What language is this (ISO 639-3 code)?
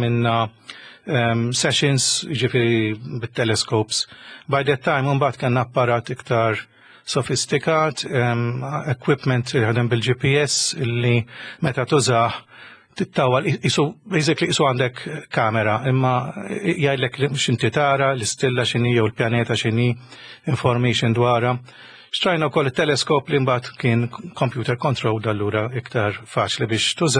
mlt